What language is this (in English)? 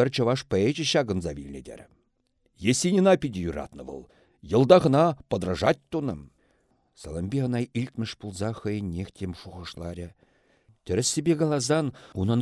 Chuvash